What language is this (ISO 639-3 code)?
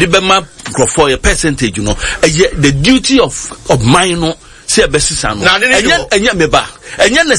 aka